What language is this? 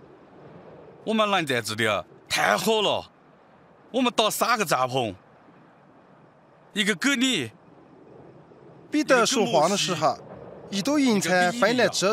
Chinese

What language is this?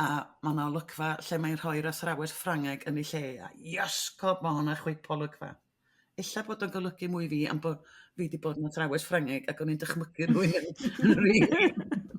Welsh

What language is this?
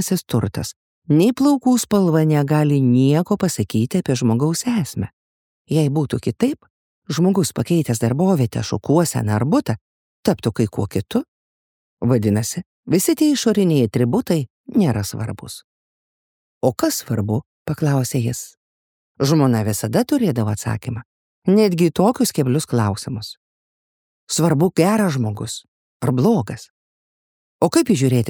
Lithuanian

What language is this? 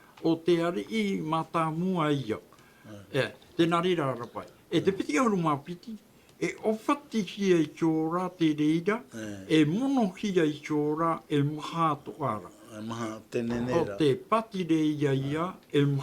Tahitian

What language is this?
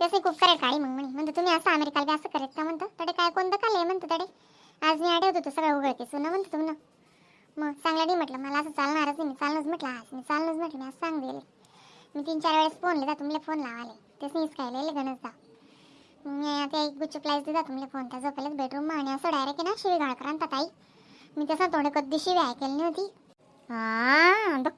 Khandesi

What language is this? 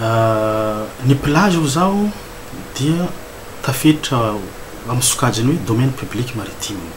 Malagasy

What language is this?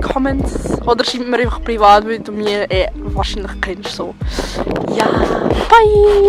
Swiss German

